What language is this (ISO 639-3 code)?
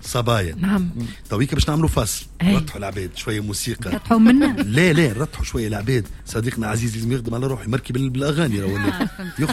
aeb